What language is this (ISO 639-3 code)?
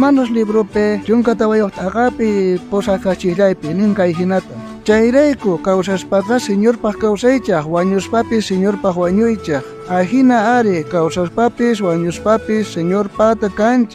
quh